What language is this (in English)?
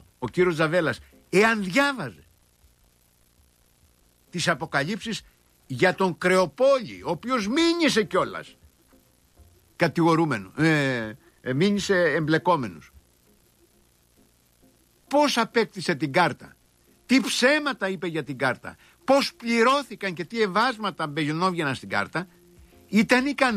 Greek